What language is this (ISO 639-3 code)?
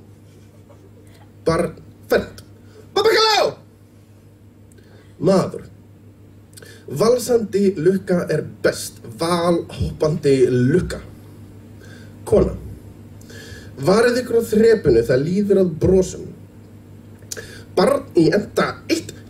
isl